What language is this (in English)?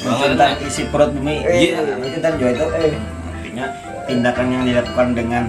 Banjar